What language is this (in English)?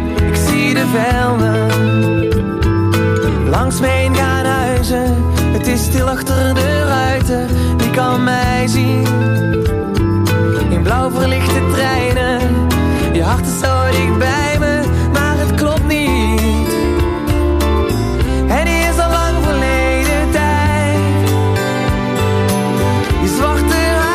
Dutch